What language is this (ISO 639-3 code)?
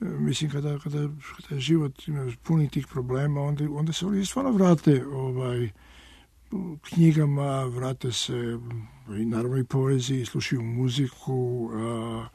srp